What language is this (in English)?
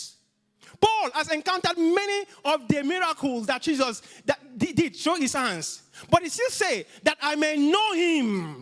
English